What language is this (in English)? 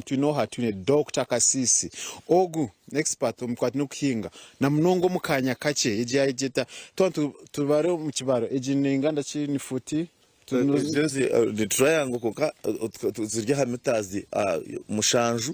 Nyankole